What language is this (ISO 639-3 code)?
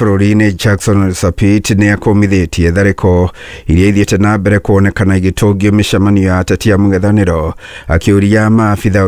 kik